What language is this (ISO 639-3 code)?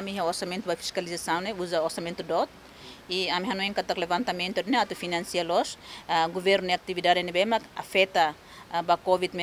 tet